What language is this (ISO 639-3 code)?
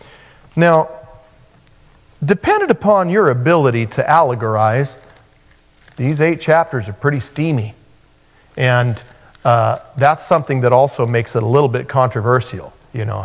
eng